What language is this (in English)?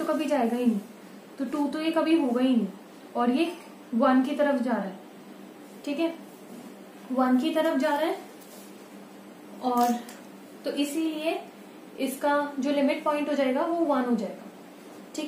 Hindi